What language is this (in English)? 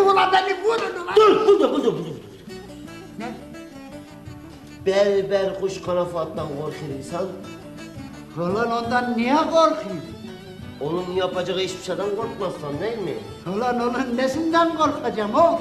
Turkish